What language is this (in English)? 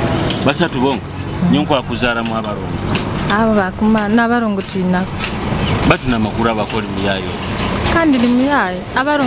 Nyoro